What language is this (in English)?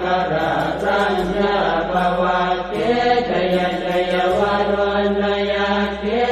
Pali